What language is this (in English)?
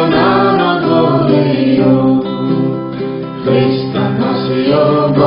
Croatian